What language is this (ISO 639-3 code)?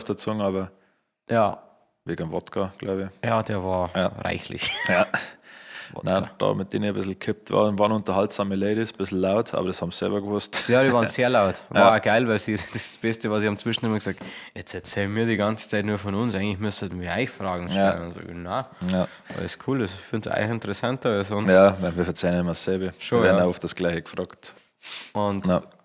bar